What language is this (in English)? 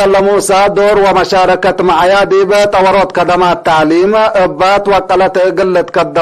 Tigre